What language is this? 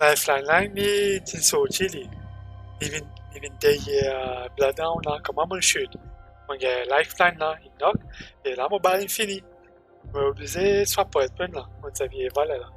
Morisyen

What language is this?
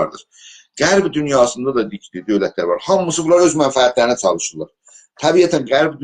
South Azerbaijani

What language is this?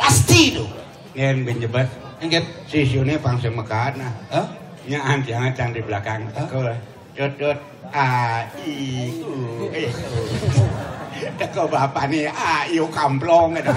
Balinese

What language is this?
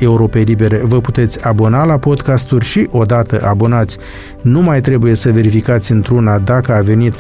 Romanian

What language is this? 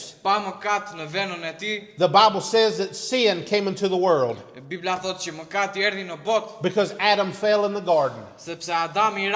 Albanian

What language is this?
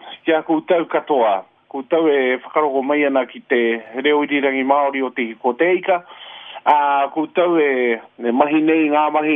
Māori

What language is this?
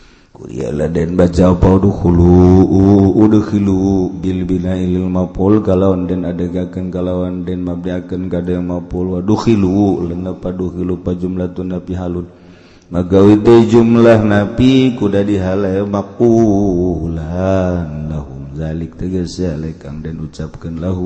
Sundanese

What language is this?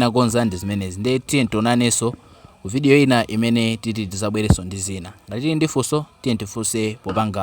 Nyanja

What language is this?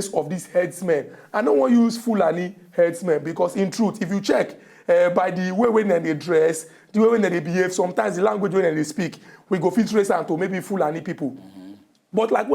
Nigerian Pidgin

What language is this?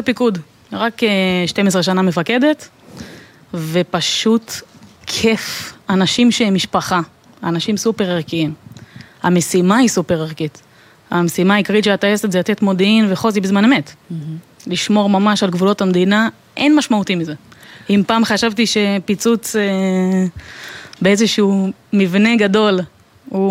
Hebrew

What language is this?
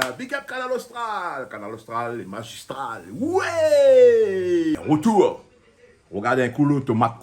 Réunion Creole French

